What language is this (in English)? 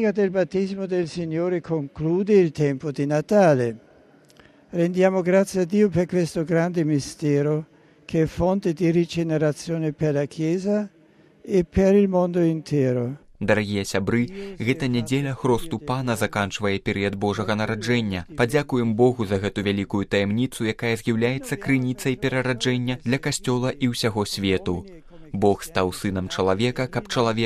Belarusian